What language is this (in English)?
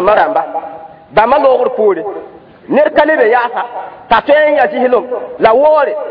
Mossi